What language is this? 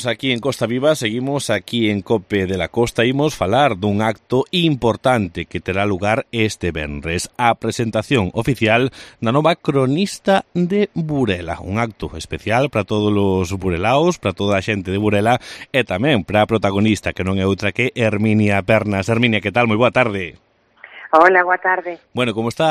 Galician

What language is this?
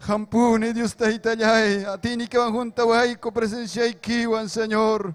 Ayacucho Quechua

